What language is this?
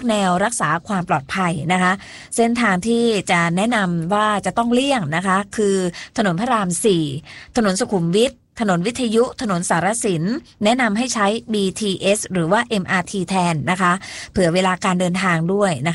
Thai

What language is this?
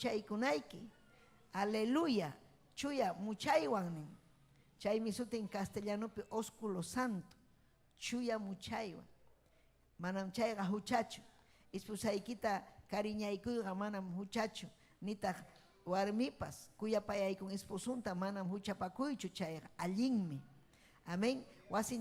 Ayacucho Quechua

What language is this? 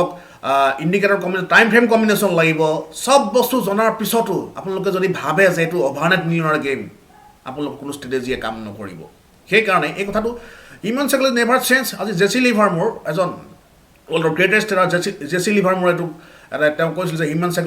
Assamese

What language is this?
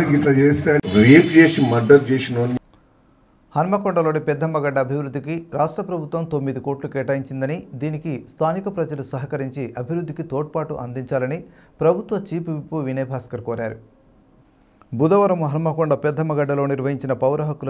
Telugu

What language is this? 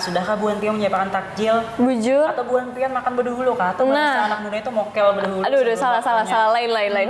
Banjar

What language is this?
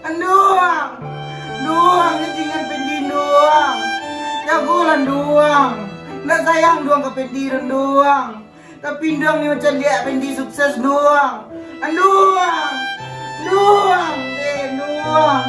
Minangkabau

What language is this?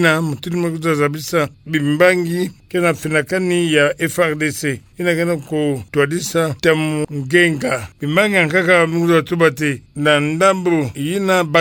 Kituba (Democratic Republic of Congo)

